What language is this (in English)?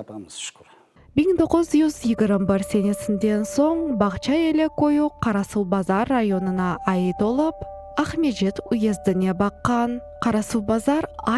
Crimean Tatar